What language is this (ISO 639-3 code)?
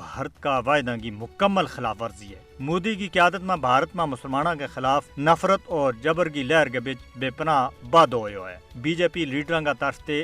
gju